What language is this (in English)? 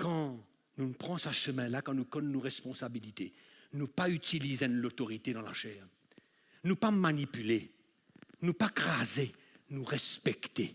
Morisyen